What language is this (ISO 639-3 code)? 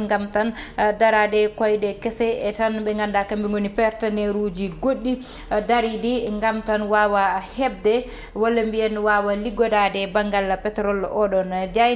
ful